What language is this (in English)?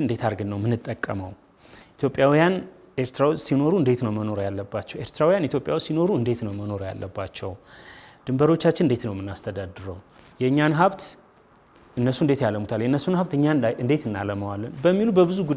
Amharic